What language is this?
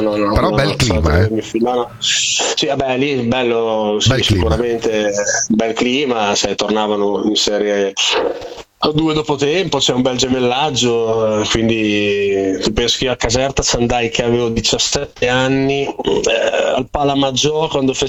Italian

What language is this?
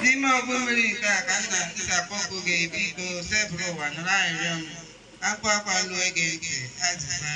Igbo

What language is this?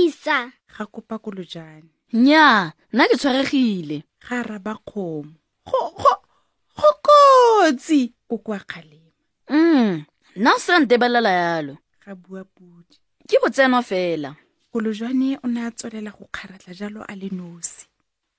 Tswana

